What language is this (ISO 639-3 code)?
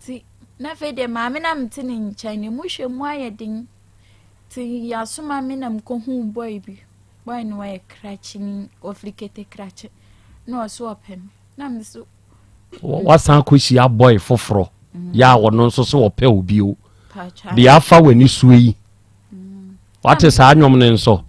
aka